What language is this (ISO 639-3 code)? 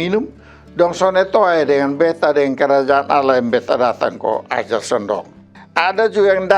mkn